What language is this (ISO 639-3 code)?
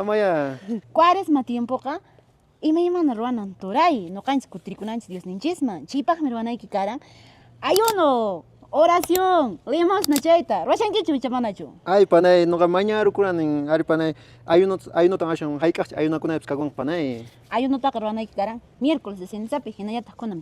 que